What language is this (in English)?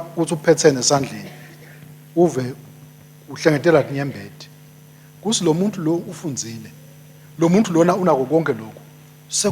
Swati